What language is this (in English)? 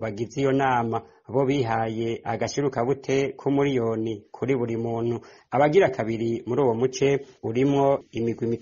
Rundi